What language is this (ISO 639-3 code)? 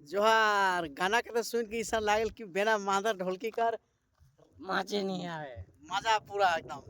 sck